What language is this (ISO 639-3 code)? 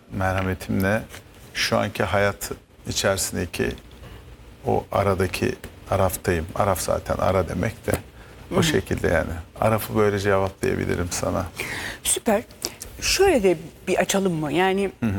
tur